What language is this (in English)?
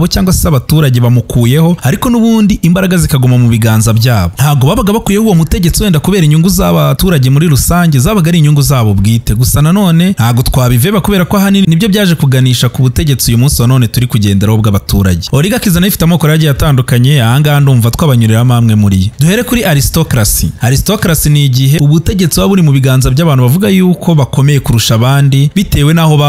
Kinyarwanda